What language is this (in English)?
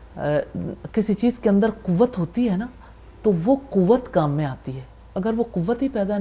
Urdu